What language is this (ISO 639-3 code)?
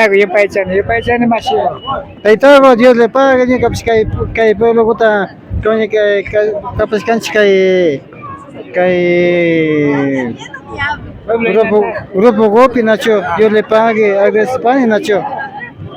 qvi